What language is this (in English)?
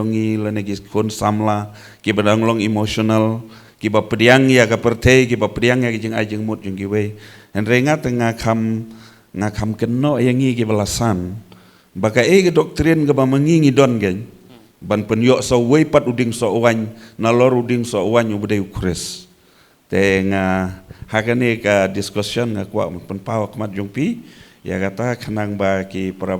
Khasi